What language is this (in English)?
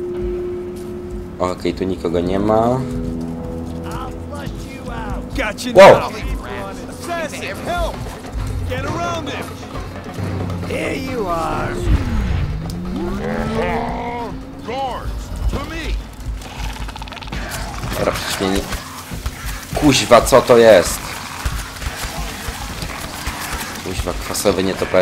Polish